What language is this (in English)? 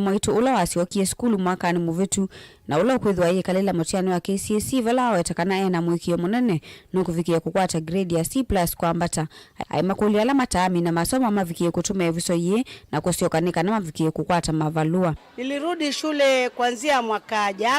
Kamba